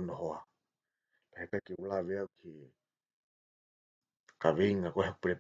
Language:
Tongan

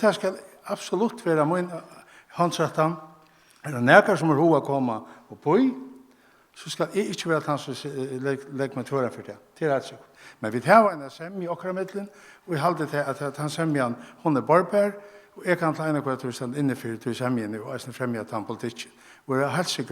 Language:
Faroese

